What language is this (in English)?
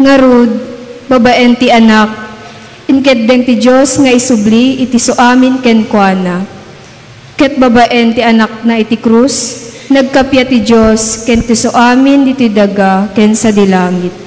Iloko